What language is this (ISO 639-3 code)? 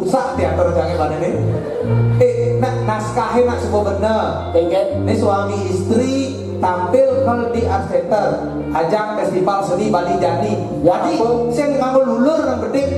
ban